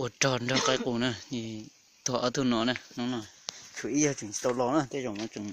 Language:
Hmong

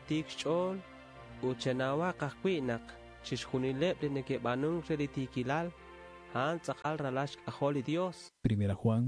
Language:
Kekchí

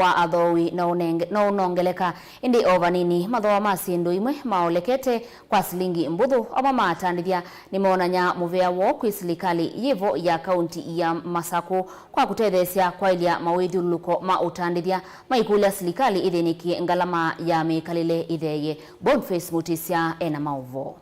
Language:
Kamba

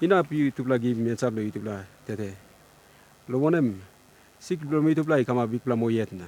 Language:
Tok Pisin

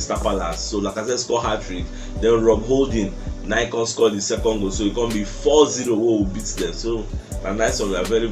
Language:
Nigerian Pidgin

